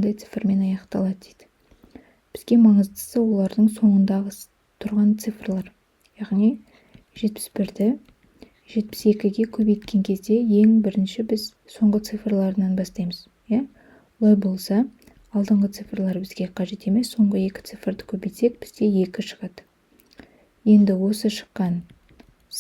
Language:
Kazakh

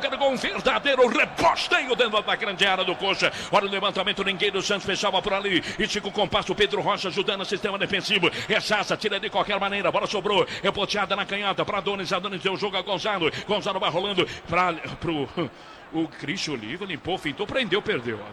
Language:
Portuguese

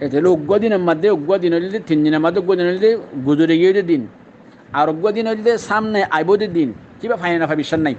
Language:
Rohingya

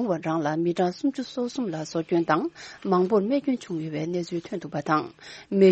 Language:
Tibetan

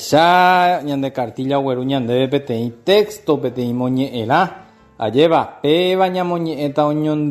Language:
Guarani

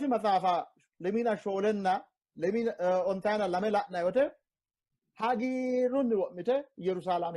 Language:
Sidamo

